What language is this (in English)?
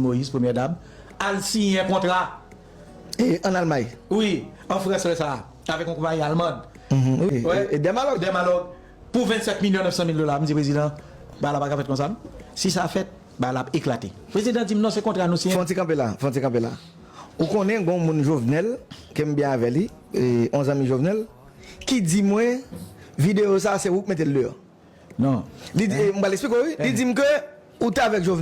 Haitian Creole